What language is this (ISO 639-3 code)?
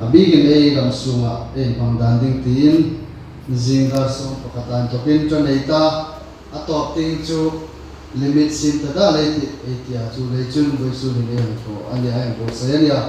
hmr